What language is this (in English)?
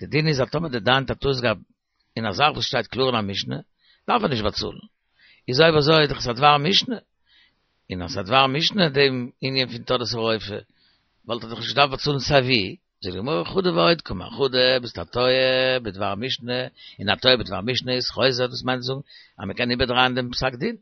Yiddish